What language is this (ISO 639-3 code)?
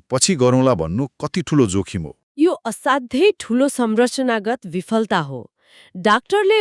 nep